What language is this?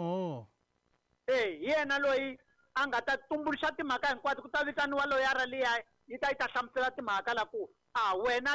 Tsonga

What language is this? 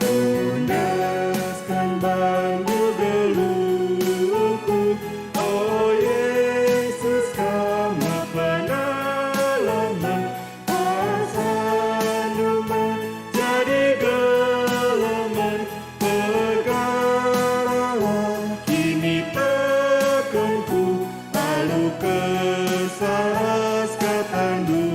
Batak Karo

